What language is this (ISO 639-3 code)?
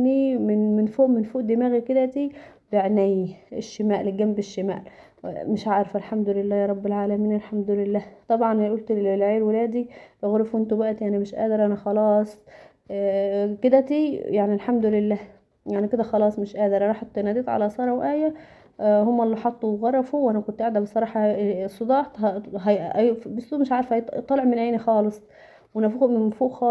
arz